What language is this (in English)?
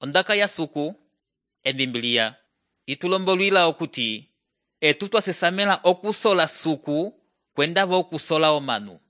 Umbundu